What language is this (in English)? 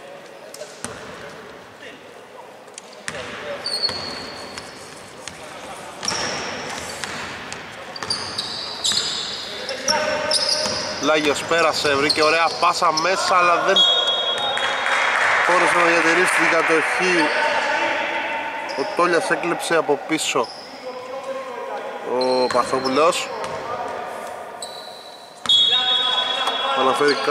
Greek